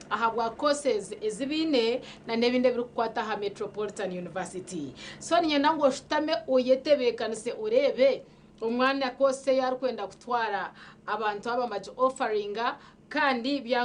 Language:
Nyankole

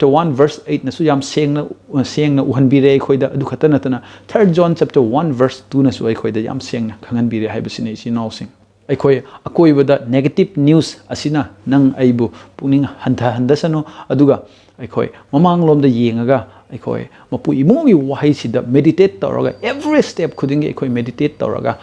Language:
Manipuri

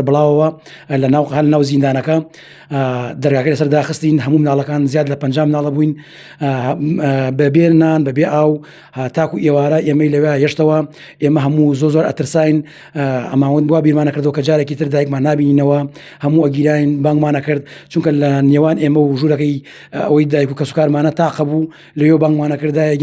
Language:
Central Kurdish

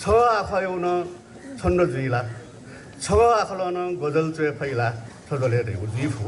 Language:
Newari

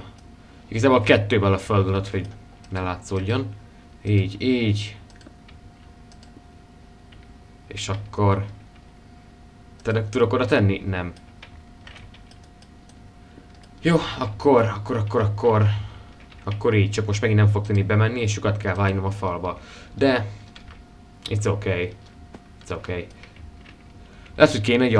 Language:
Hungarian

